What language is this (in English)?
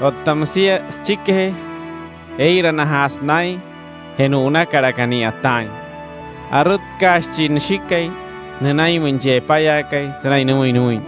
Wayuu